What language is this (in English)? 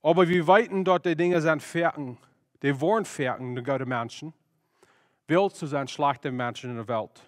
Plautdietsch